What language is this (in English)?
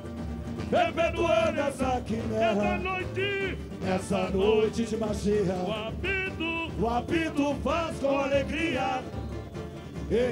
Portuguese